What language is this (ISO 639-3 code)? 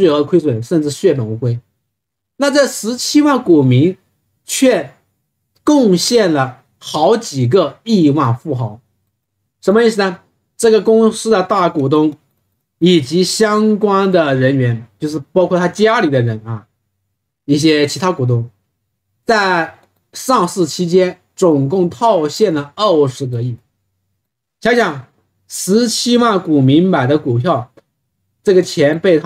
zho